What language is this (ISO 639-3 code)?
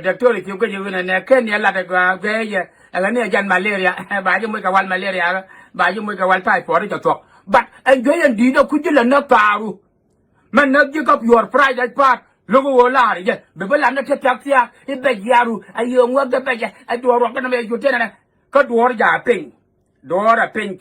nus